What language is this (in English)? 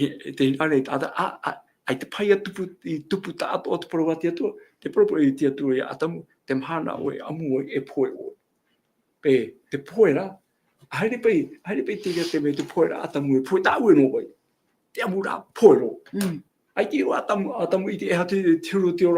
Tahitian